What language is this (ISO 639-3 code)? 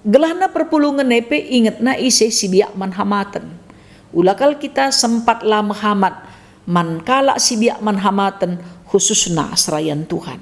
btx